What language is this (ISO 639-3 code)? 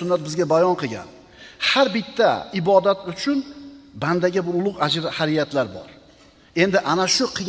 uzb